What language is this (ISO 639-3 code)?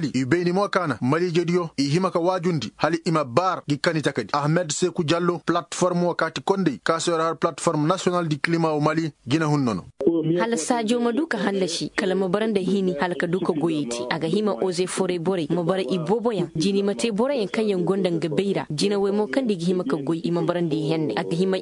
ses